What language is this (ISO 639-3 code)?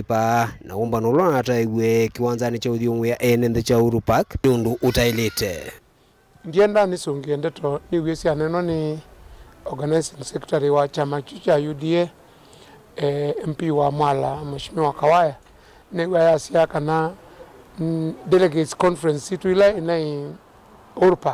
kam